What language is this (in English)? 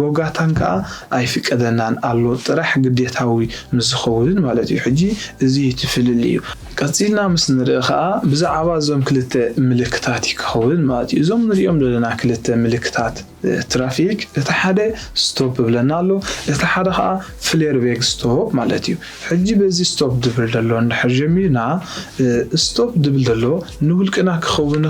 Tigrinya